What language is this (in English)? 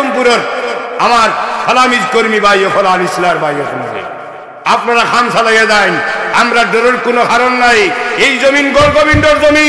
Sylheti